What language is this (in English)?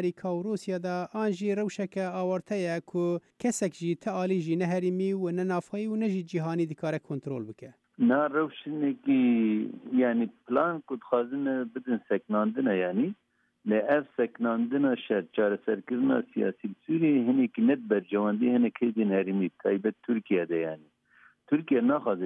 Kurdish